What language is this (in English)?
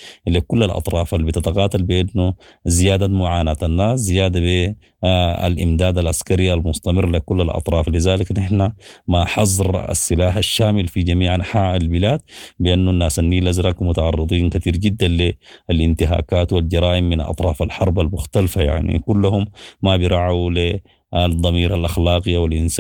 Sudanese Arabic